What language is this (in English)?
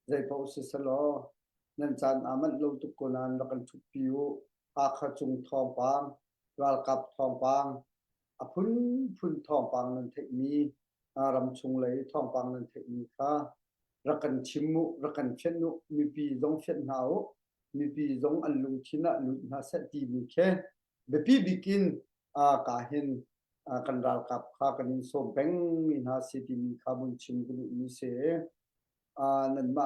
Hakha Chin